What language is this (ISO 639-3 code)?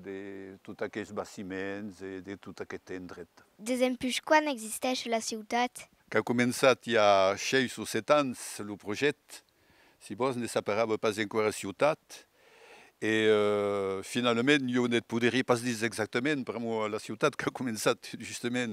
oci